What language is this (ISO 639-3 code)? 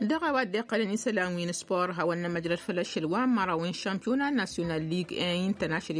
taq